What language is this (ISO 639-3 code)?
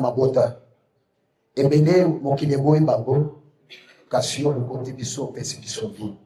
lin